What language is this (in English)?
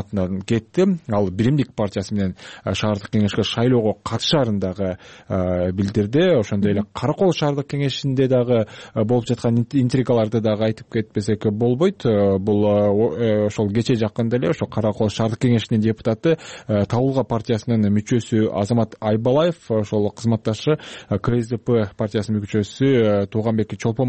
Kyrgyz